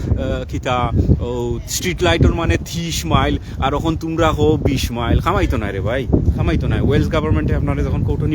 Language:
Sylheti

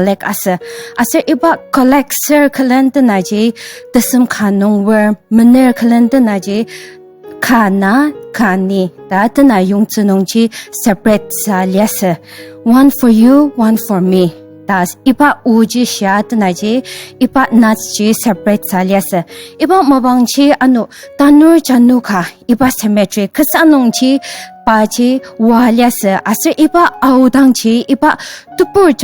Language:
Ao Naga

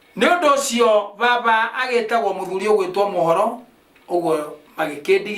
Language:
Kikuyu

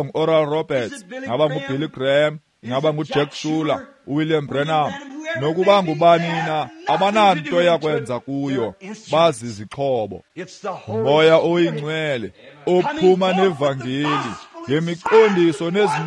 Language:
Xhosa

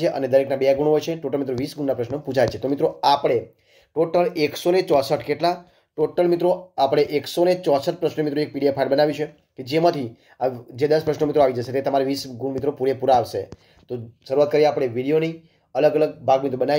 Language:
Gujarati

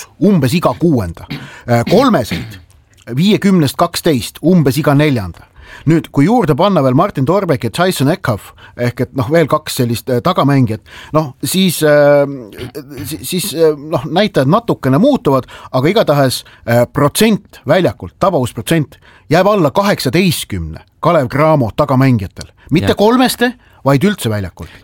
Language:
Estonian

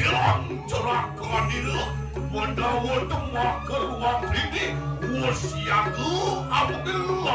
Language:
Balinese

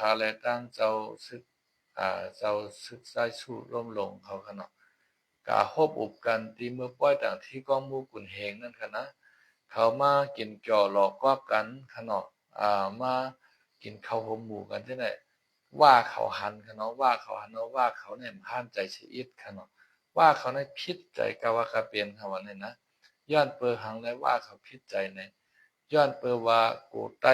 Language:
Shan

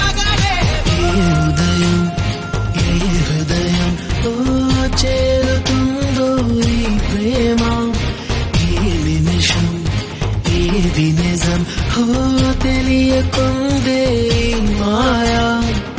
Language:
Telugu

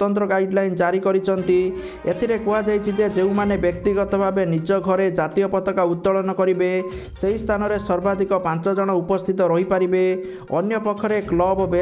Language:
Odia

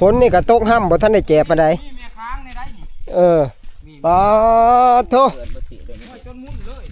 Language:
Northeastern Thai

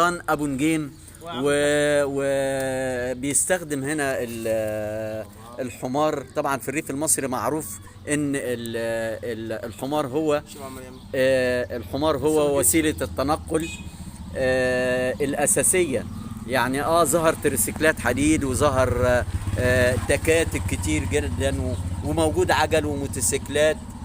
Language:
Egyptian Arabic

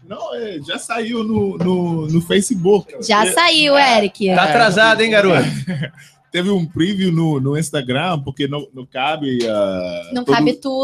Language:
Portuguese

